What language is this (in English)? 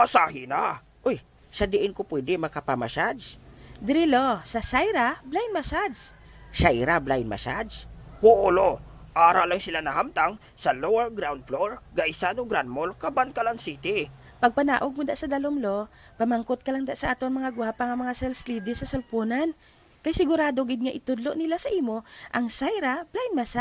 Hiligaynon